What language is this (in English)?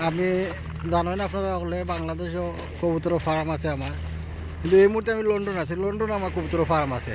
Sylheti